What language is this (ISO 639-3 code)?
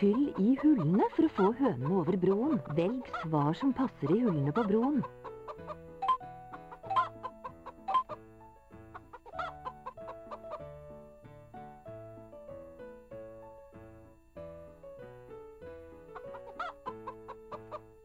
nor